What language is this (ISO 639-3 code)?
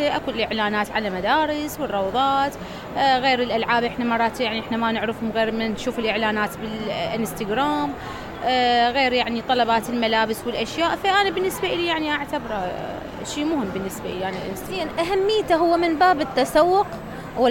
acm